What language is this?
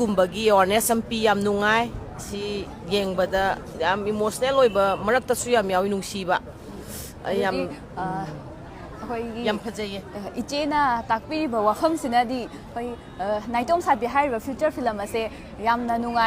Manipuri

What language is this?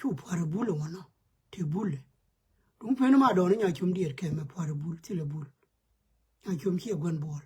Nuer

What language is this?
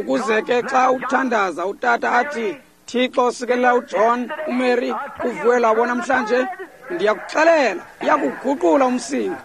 Xhosa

